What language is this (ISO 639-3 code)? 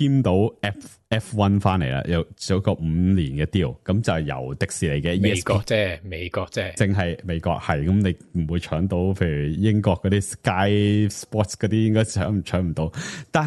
yue